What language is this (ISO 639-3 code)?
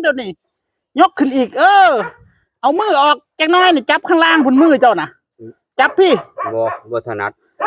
tts